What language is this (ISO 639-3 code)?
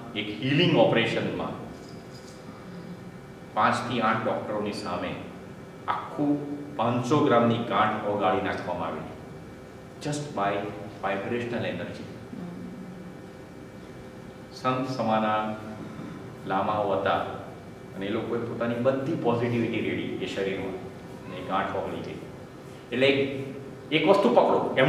guj